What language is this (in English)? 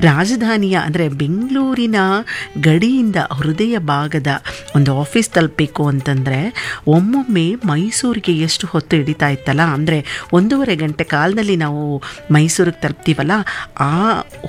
Kannada